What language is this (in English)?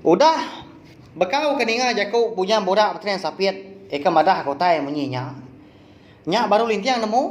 Iban